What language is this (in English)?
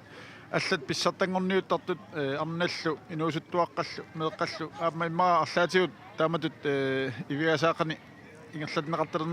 Kalaallisut